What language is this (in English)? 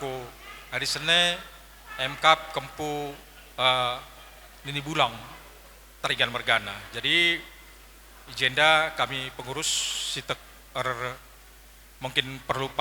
Batak Karo